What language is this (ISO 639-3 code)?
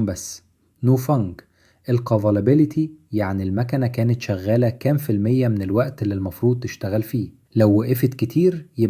arz